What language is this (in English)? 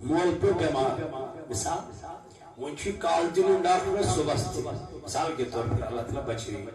Kashmiri